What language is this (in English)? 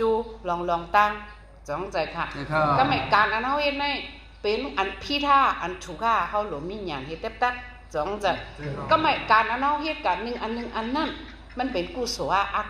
Shan